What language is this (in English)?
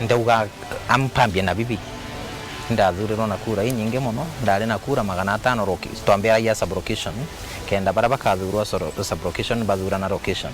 Meru